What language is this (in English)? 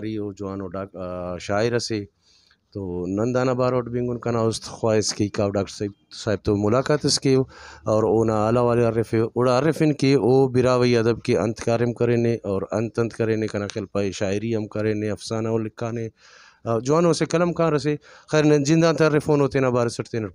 Brahui